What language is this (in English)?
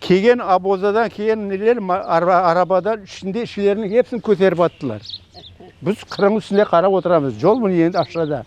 Crimean Tatar